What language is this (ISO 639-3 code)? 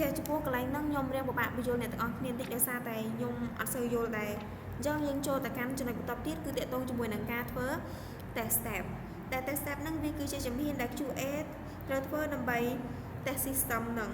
khm